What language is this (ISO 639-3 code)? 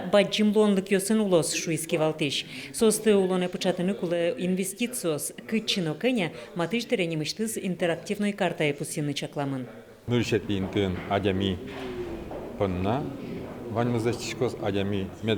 udm